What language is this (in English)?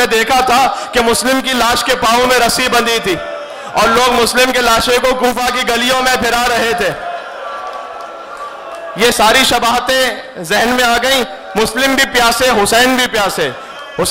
Urdu